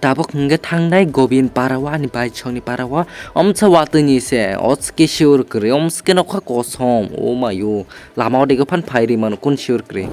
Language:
Kok Borok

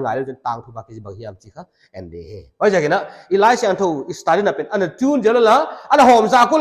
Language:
Paite Chin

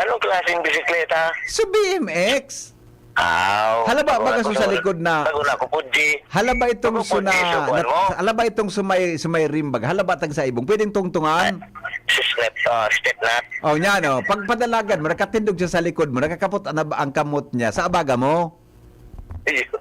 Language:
Bikol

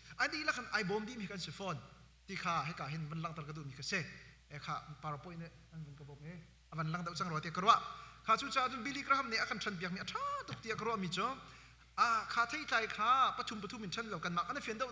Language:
Hakha Chin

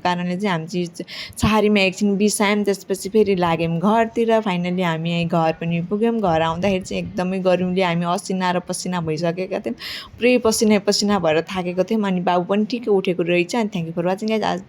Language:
Nepali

